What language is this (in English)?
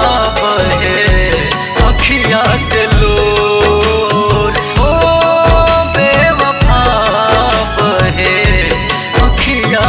Bhojpuri